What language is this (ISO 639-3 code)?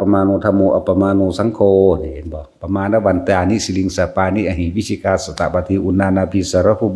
tts